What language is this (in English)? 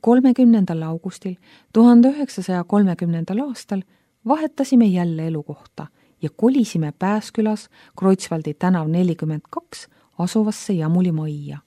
Estonian